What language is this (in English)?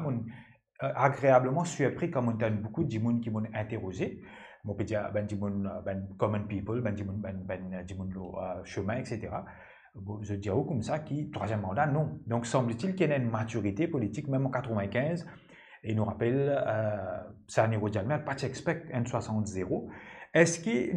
Morisyen